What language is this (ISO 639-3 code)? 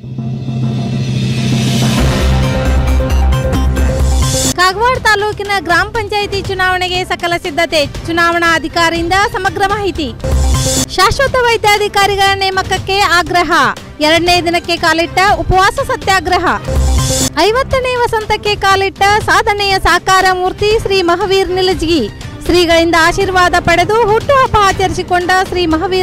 kan